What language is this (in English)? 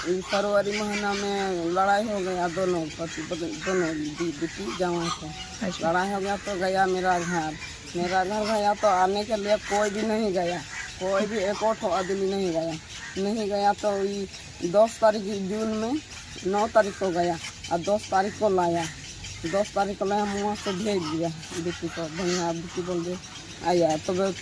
Santali